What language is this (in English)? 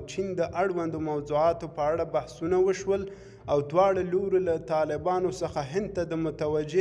Pashto